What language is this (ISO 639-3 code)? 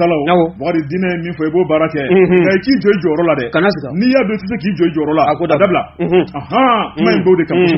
bam